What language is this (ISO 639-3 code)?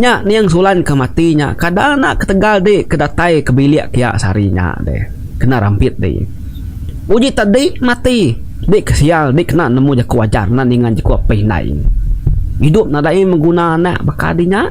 iba